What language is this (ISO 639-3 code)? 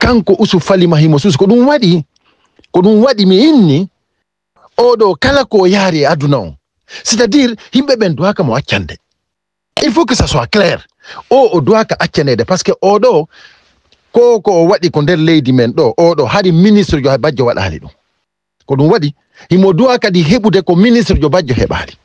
ful